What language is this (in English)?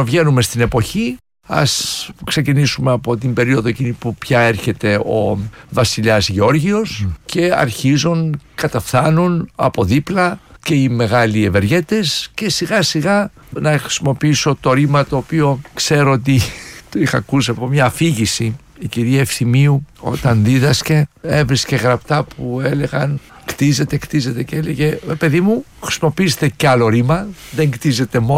Greek